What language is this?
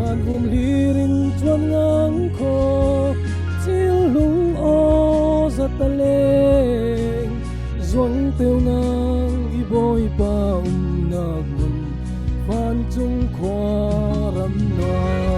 Falam Chin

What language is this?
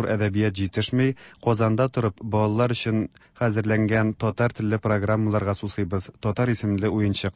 Tatar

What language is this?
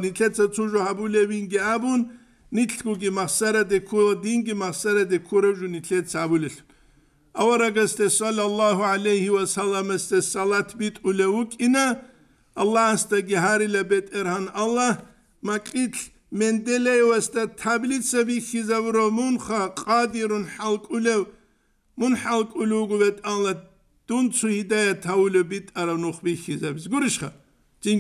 Avaric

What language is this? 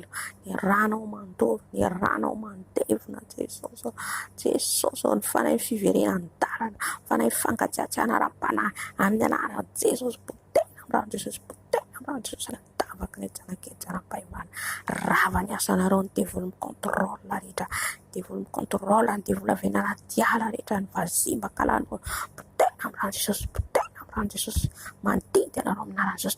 Malagasy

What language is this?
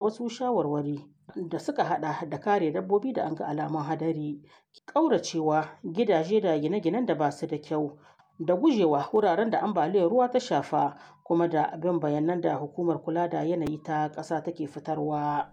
Hausa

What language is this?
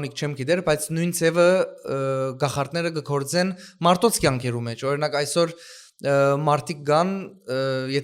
Western Armenian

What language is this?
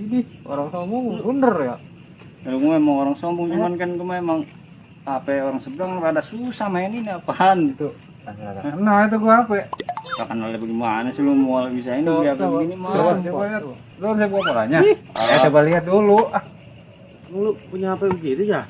Betawi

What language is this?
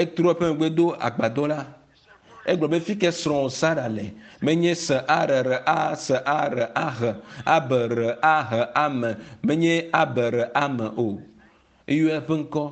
Ewe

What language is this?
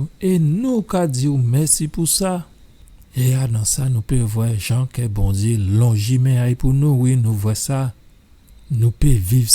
Guadeloupean Creole French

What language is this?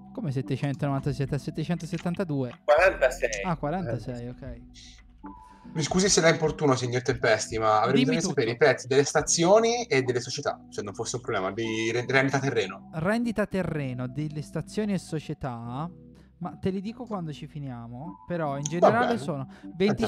Italian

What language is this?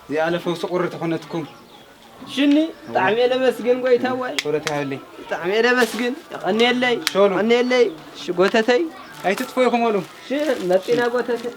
Tigrinya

